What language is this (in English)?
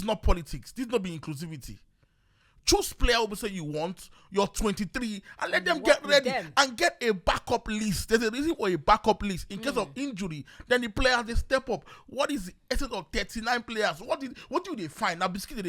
Nigerian Pidgin